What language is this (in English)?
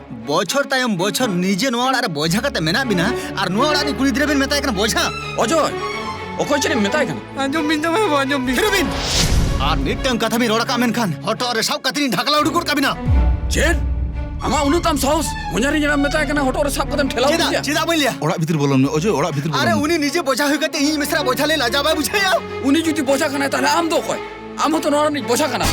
Santali